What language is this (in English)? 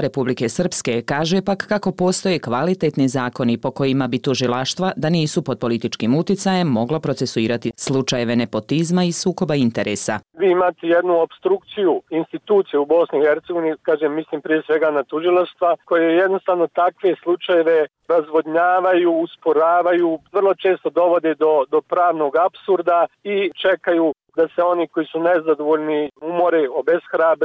Bosnian